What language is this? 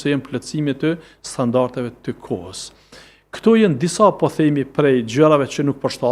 Albanian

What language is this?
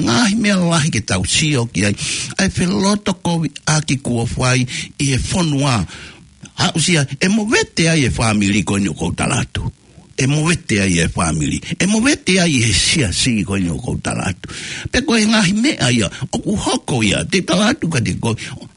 Tongan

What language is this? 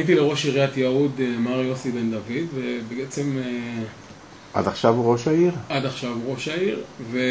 Hebrew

